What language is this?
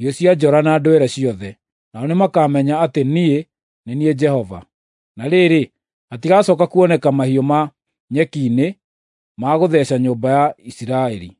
Kikuyu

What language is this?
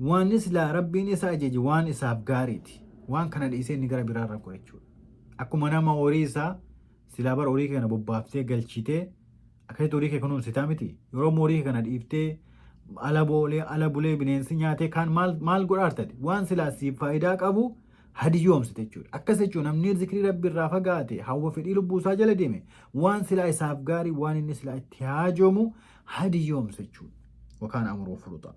Oromo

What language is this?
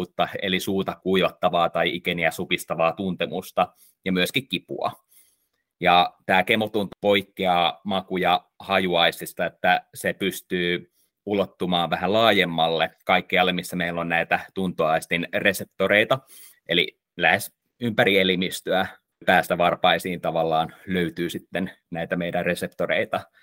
Finnish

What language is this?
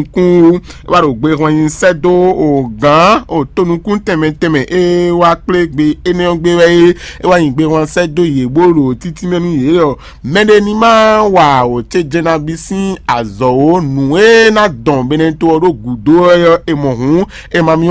Fon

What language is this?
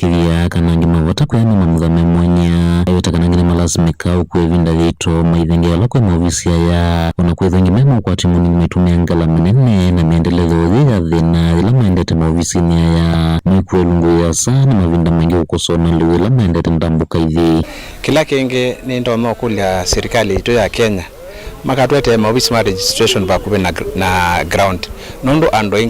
Kamba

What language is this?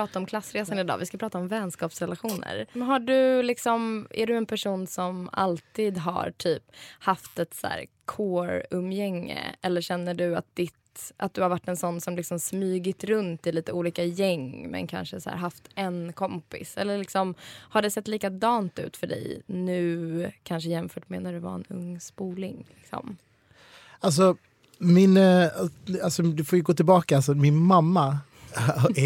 Swedish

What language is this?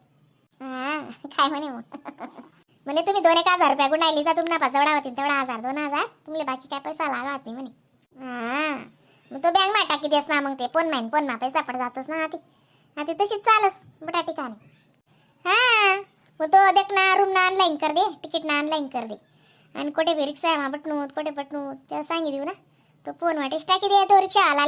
Khandesi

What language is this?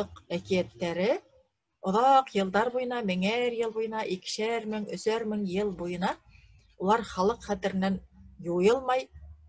Bashkir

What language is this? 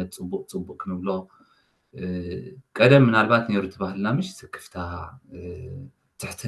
Tigrinya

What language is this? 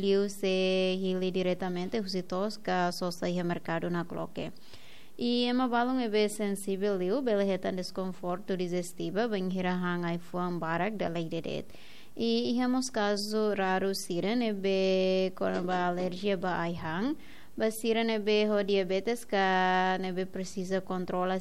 Tetum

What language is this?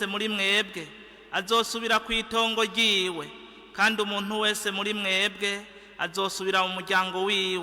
Rundi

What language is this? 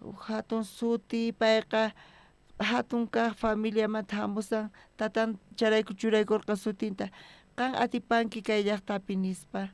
South Bolivian Quechua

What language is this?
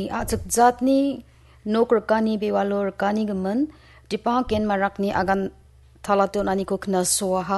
Garo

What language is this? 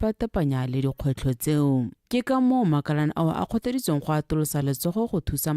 Tswana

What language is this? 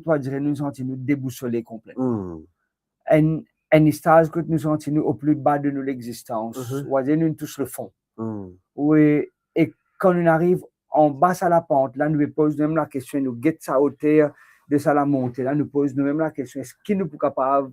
Morisyen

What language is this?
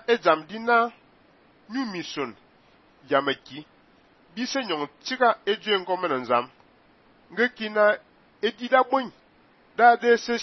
Fang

